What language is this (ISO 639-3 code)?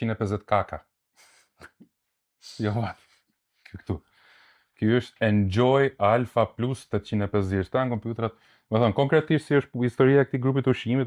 sqi